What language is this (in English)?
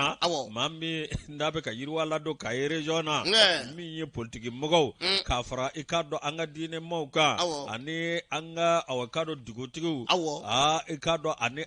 Bambara